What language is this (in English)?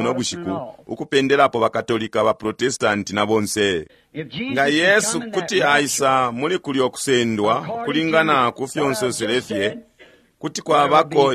Bemba